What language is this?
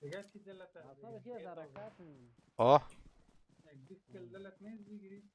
Persian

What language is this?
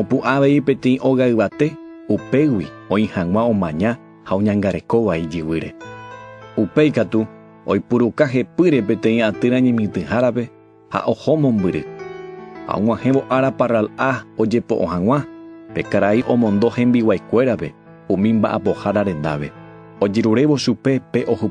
Guarani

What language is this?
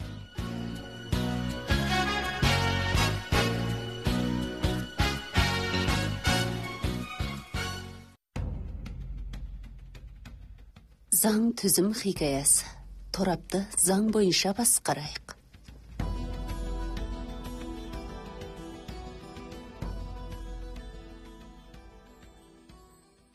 Kazakh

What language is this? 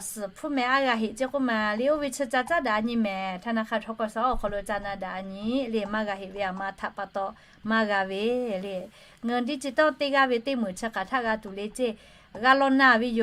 Lahu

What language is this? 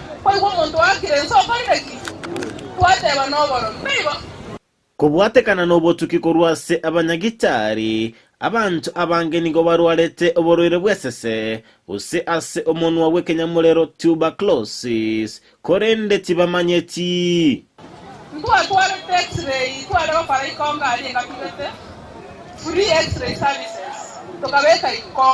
Gusii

